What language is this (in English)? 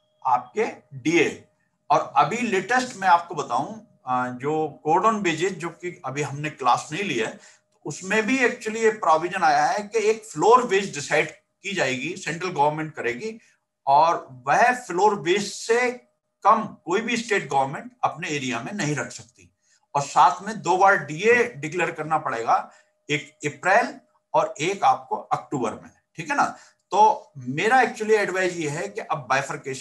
Hindi